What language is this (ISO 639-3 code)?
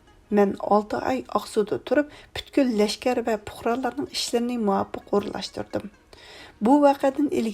uig